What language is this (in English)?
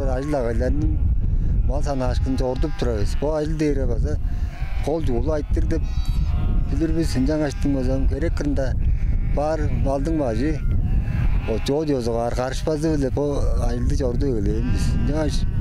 Tuvinian